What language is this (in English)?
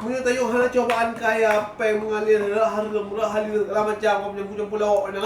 Achinese